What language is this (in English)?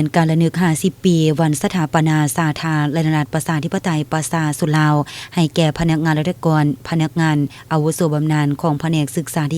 Lao